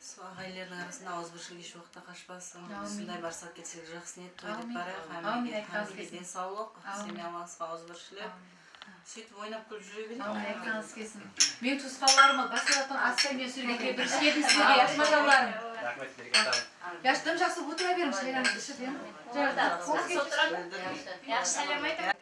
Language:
Kara-Kalpak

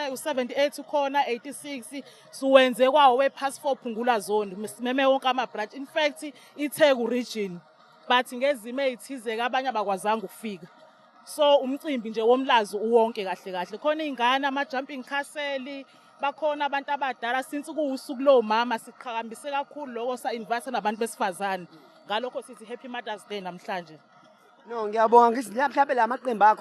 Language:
Zulu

